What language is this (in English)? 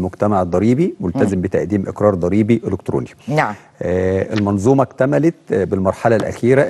Egyptian Arabic